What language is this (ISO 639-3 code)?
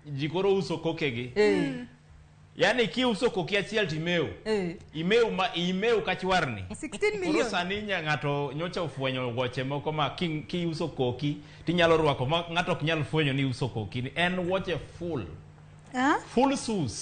luo